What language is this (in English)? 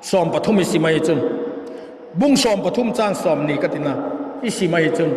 Vaiphei